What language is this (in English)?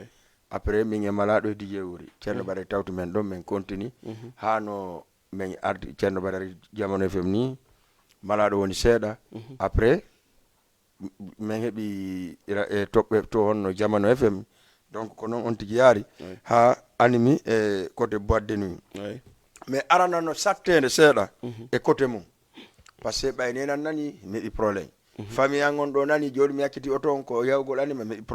Fula